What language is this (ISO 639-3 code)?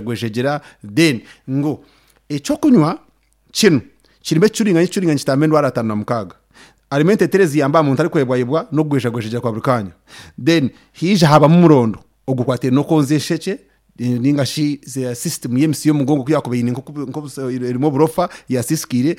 nyn